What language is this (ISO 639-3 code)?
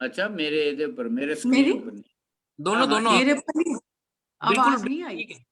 doi